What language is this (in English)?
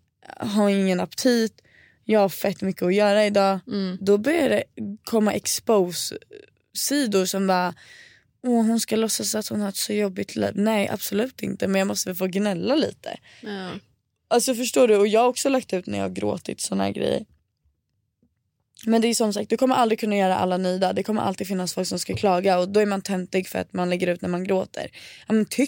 Swedish